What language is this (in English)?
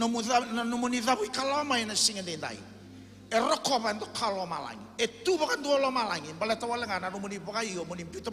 Fijian